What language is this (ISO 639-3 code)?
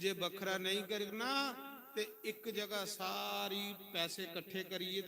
doi